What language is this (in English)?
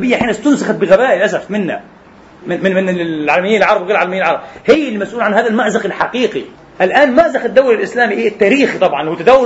Arabic